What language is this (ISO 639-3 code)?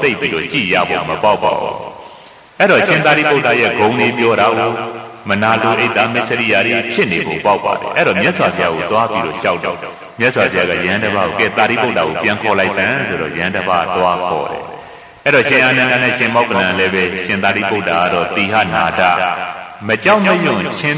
mya